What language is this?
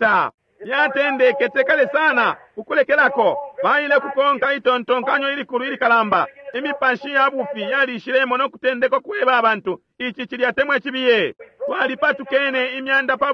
Bemba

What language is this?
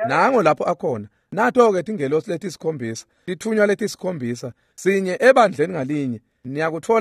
Swati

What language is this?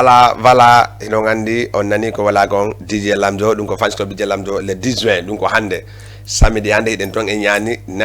Fula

